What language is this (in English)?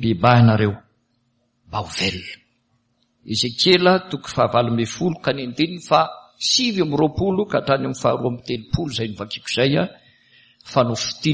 Malagasy